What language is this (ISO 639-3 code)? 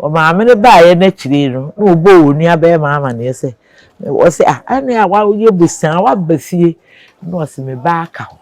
aka